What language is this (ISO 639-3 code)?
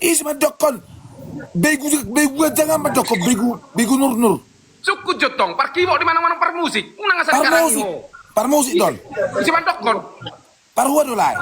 bbc